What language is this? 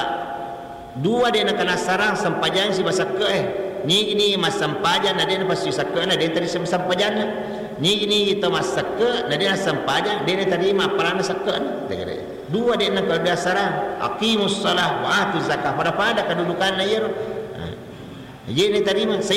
Buginese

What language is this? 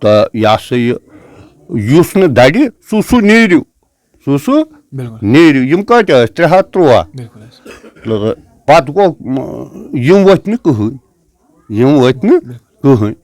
Kashmiri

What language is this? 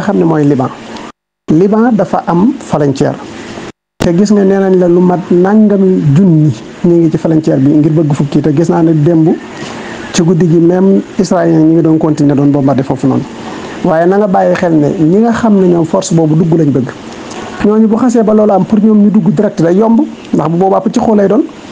Wolof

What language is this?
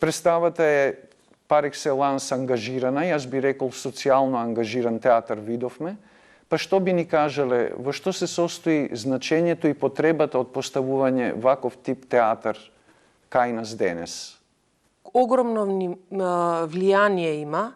Macedonian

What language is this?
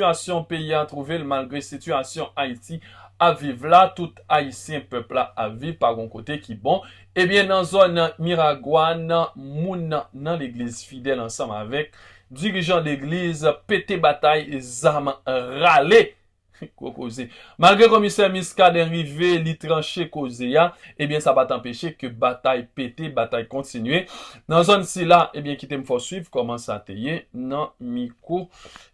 Haitian Creole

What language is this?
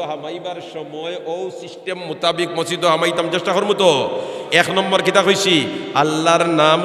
Sylheti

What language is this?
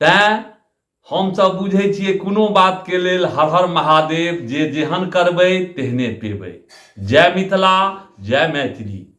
Maithili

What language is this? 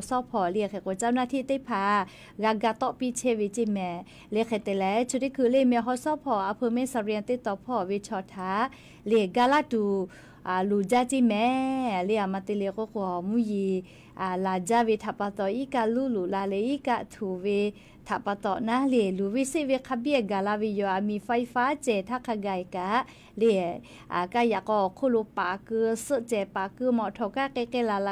Lahu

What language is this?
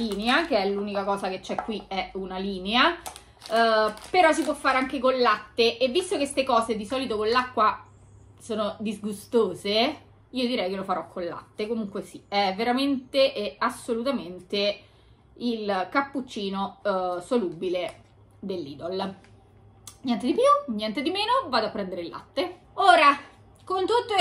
Italian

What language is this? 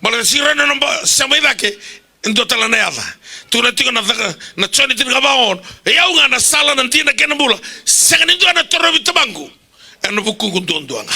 Fijian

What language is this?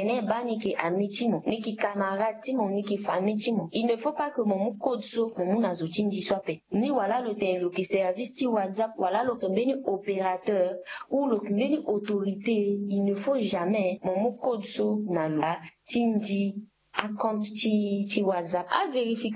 Sango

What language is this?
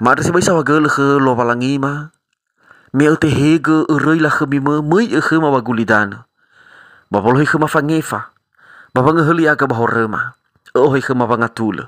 Nias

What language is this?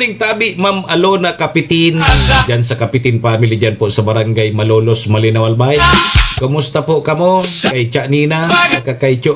Bikol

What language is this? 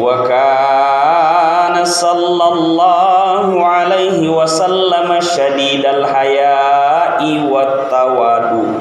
Buginese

